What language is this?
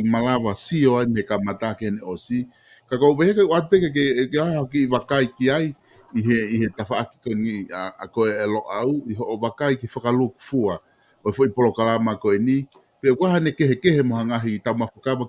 Tongan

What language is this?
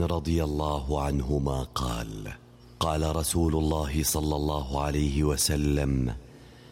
Arabic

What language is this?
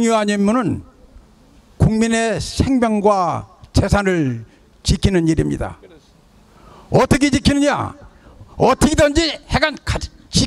Korean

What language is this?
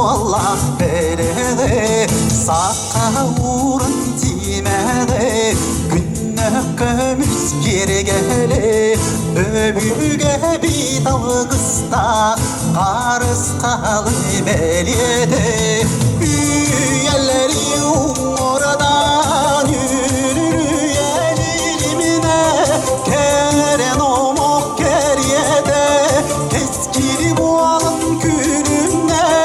Yakut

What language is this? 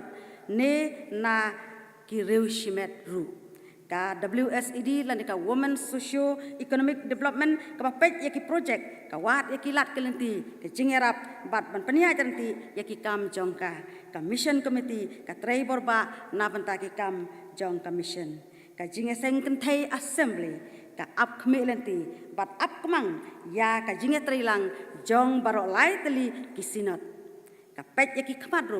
Khasi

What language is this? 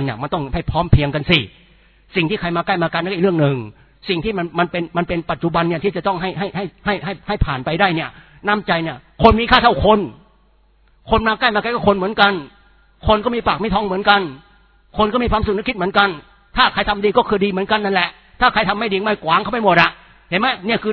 Thai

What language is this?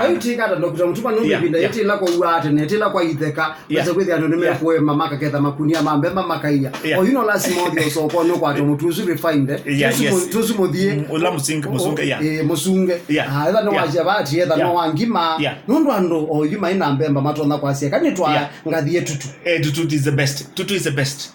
Kamba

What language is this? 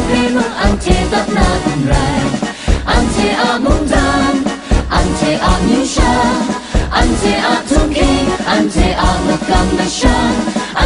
Kachin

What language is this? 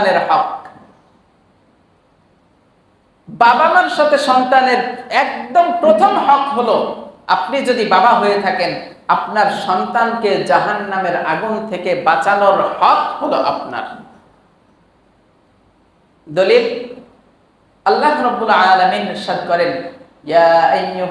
Bangla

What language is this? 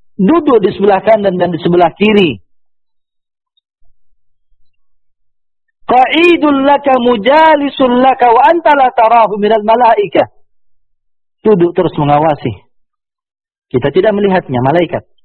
Indonesian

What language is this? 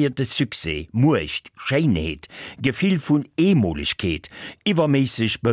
Luxembourgish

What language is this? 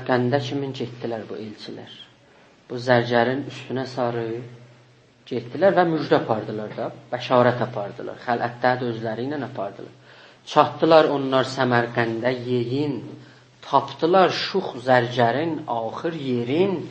South Azerbaijani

